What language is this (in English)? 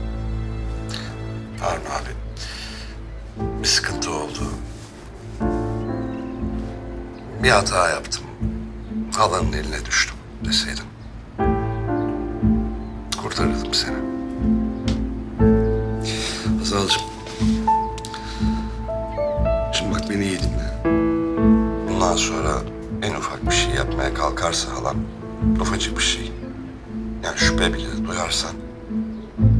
Turkish